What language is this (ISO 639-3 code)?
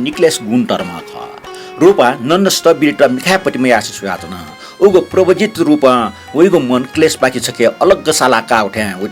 new